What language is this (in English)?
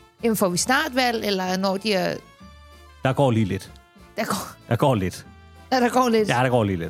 Danish